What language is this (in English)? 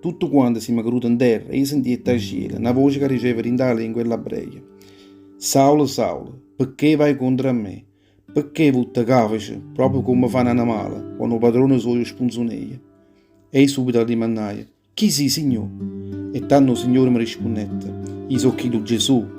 Neapolitan